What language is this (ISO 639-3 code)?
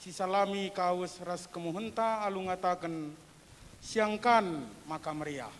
btx